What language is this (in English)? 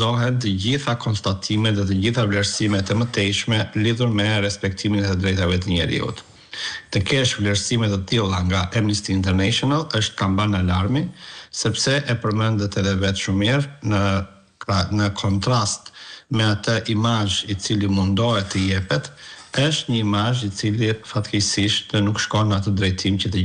Albanian